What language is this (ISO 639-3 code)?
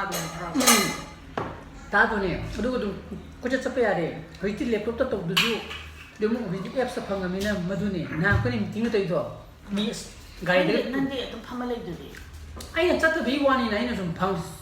mni